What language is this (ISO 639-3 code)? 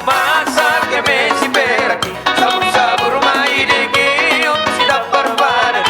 bbc